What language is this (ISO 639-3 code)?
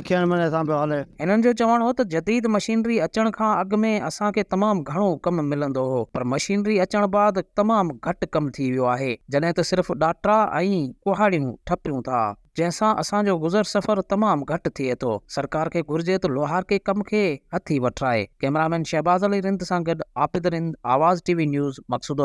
snd